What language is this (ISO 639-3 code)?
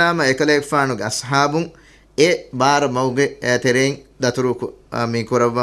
div